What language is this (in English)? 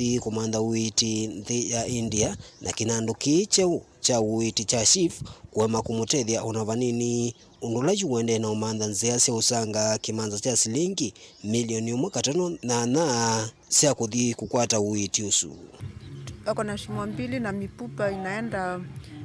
Kamba